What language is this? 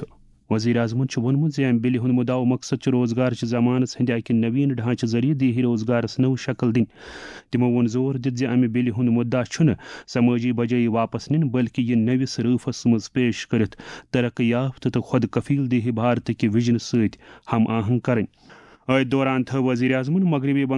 Kashmiri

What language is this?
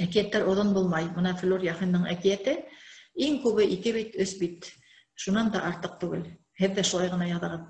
Bashkir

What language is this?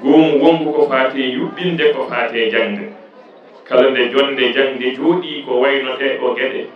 Fula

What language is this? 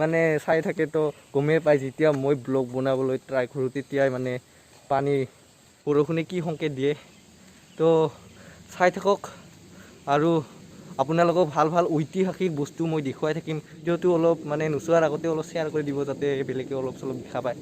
Assamese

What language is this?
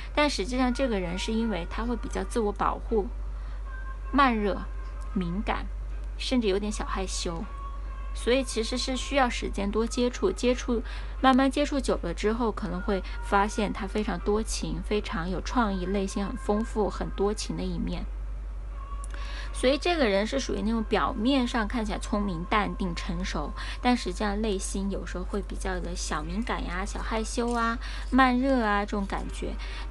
Chinese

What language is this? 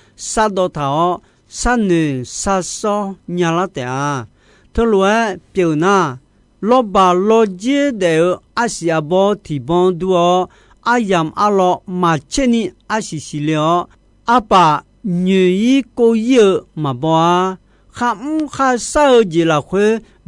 Akha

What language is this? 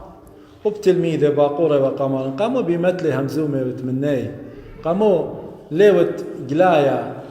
Assyrian Neo-Aramaic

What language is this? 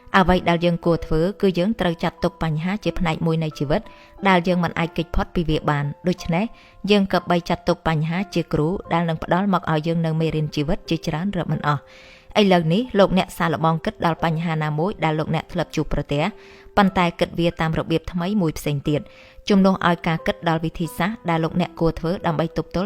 Khmer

